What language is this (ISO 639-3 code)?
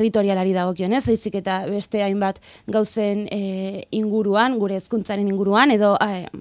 eus